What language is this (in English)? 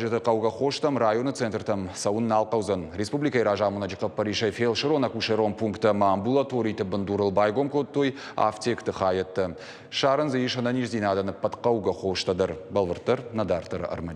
Ossetic